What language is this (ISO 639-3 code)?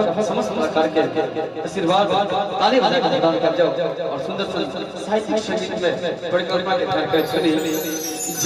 mai